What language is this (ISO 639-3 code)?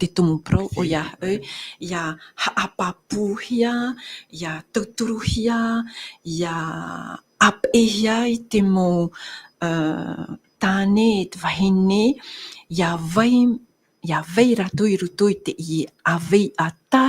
tah